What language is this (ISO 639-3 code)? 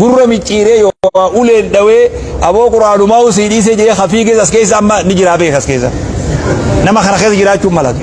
orm